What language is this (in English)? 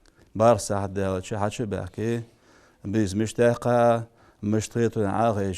Ingush